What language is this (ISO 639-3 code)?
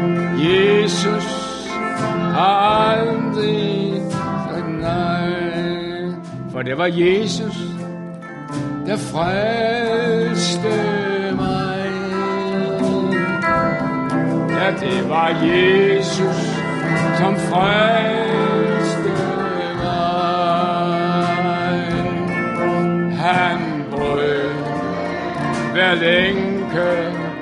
dan